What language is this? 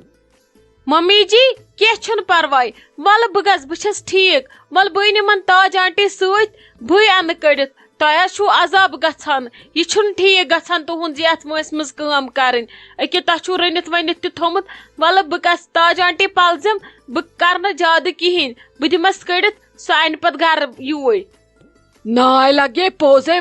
Kashmiri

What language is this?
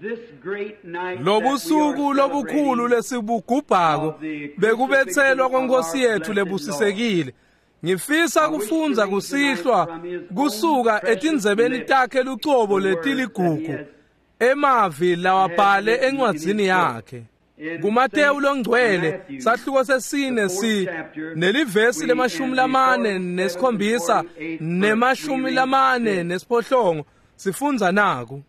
Swati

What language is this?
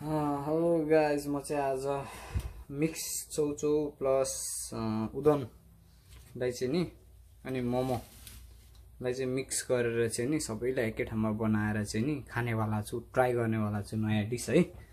Nepali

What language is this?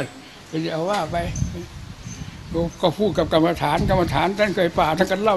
Thai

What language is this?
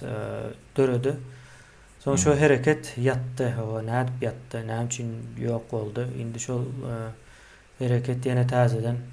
Turkmen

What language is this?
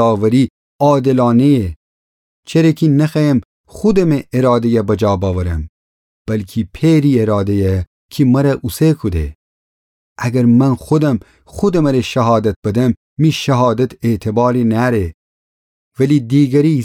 Gilaki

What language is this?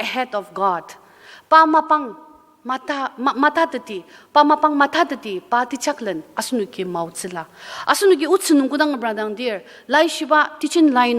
Ao Naga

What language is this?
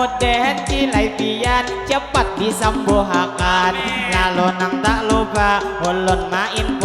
Banjar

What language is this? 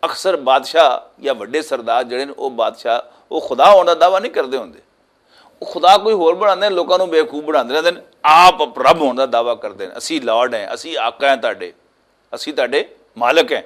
Western Panjabi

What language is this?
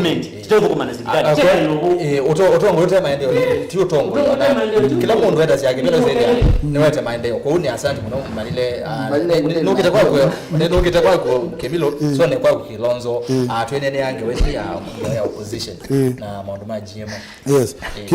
Kamba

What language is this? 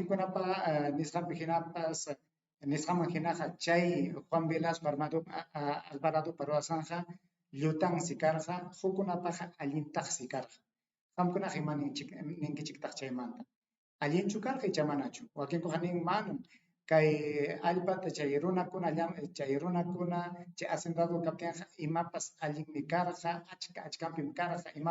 Ayacucho Quechua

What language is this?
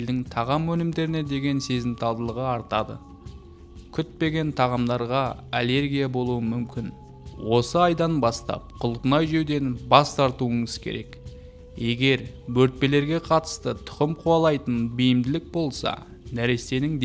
Kazakh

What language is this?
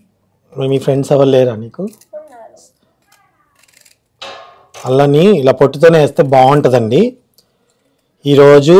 Telugu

